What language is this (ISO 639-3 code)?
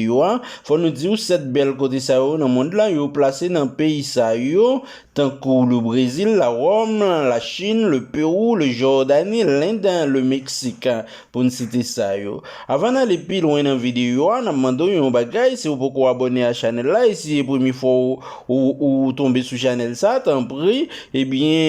hat